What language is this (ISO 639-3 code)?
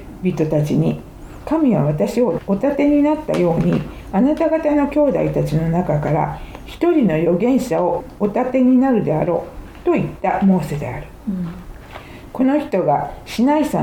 jpn